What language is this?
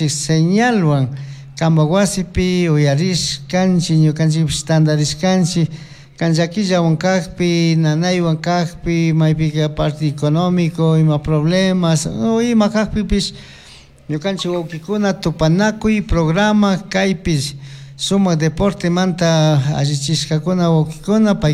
Chimborazo Highland Quichua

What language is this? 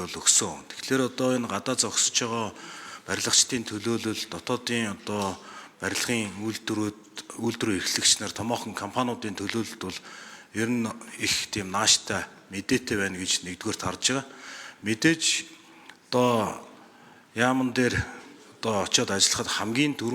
Mongolian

